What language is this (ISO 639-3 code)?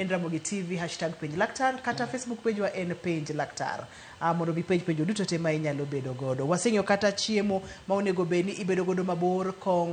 luo